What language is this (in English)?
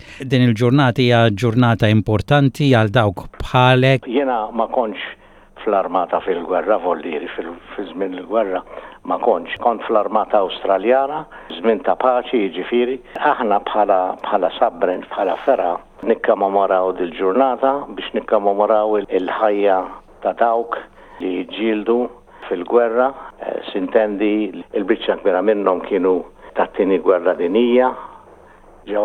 Maltese